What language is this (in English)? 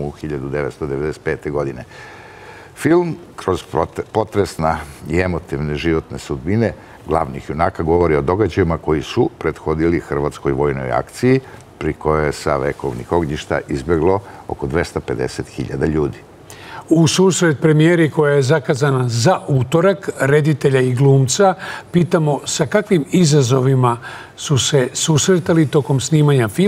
Serbian